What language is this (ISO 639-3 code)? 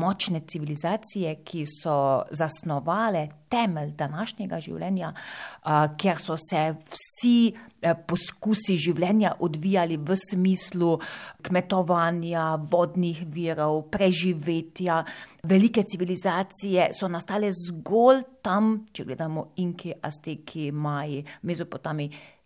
slv